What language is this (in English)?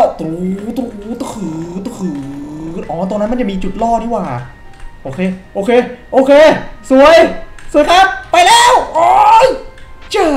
Thai